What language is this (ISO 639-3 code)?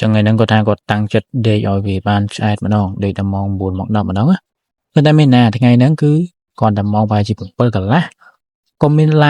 khm